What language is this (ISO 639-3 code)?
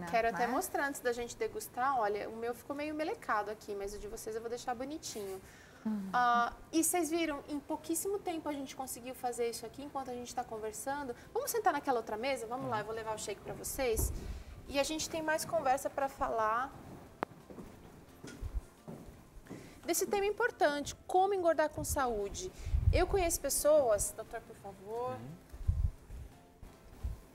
por